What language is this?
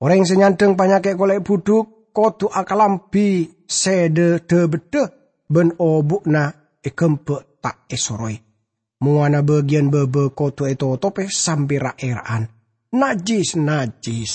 Madurese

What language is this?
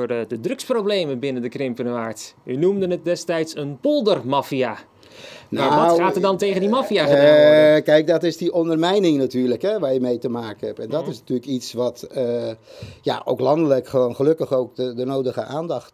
Dutch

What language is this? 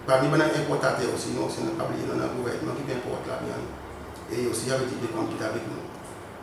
Seselwa Creole French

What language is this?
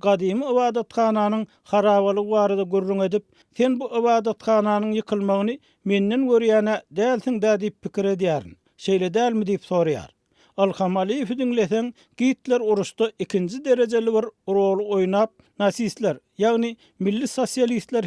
Turkmen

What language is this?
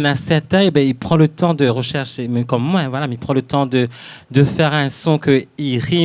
Réunion Creole French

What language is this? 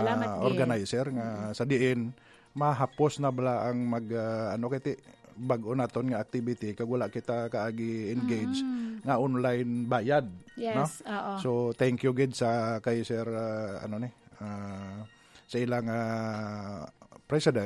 Hiligaynon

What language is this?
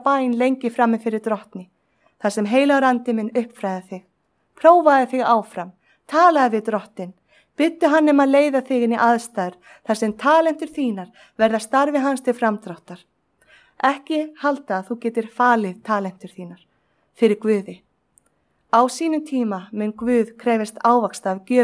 Icelandic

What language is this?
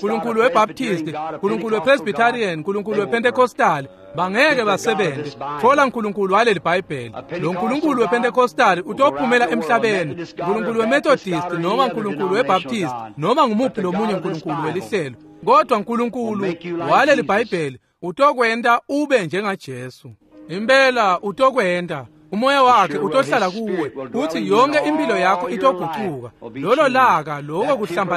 Swati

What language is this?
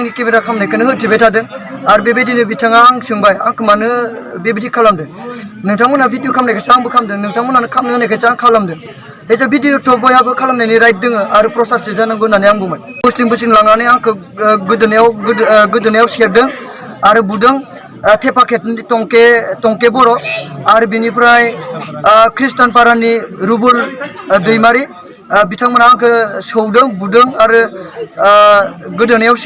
Bodo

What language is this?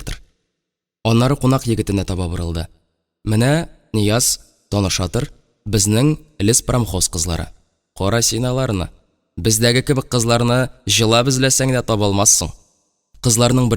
Tatar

